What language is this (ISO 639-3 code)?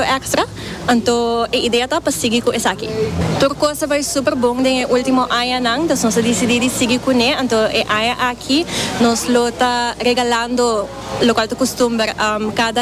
pap